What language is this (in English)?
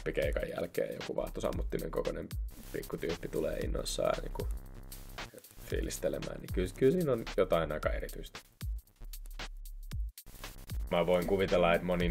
Finnish